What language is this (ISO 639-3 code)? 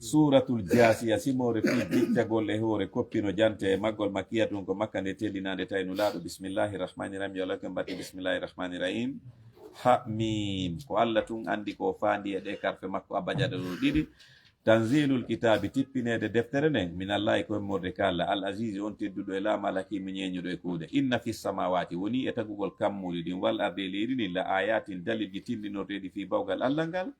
ful